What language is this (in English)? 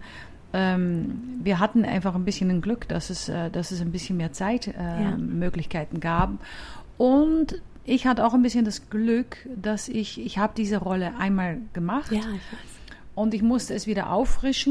German